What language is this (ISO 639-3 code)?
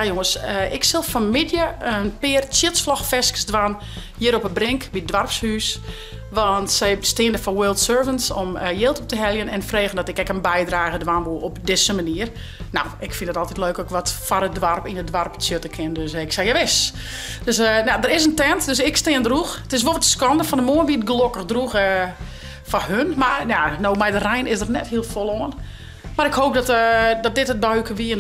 fry